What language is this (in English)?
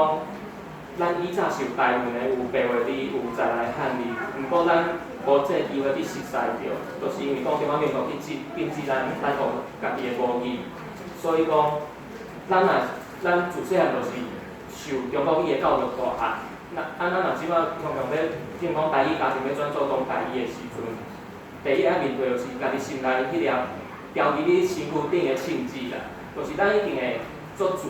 Min Nan Chinese